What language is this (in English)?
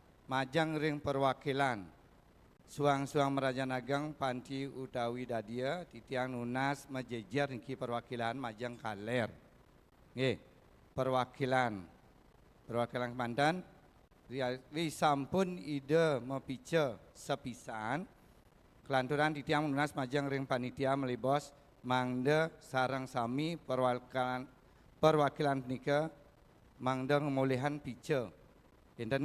Balinese